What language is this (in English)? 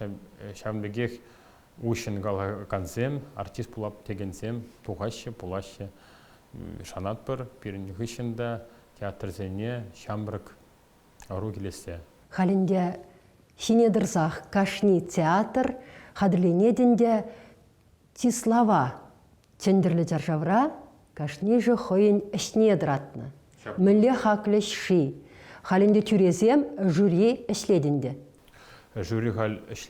Chuvash